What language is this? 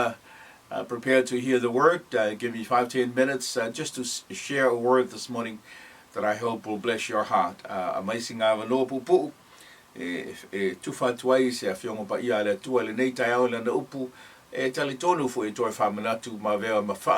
Samoan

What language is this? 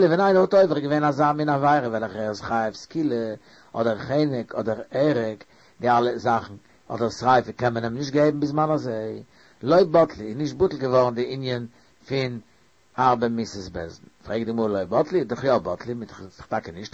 Yiddish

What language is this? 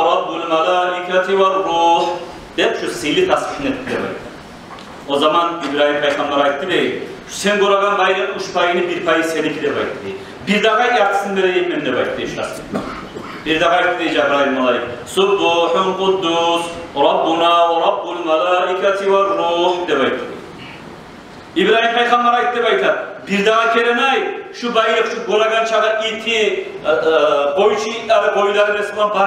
Kumyk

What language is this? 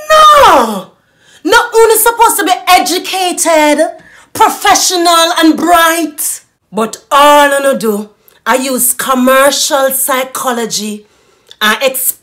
Jamaican Creole English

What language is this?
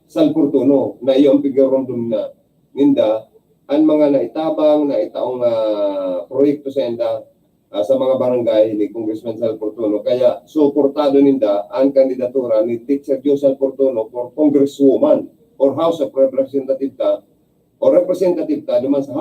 Bikol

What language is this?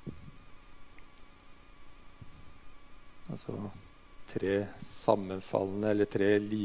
Norwegian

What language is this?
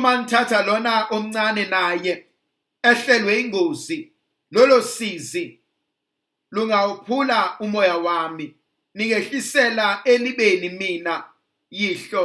Zulu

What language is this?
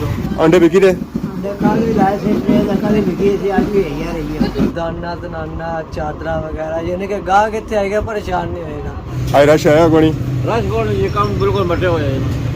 Pahari-Potwari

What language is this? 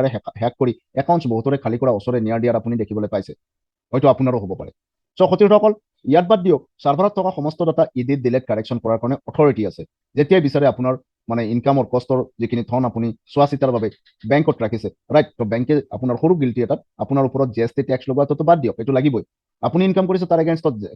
Assamese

